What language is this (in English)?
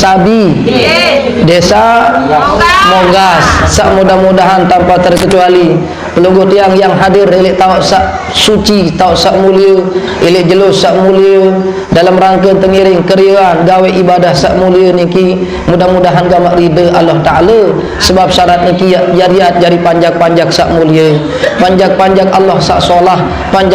Sasak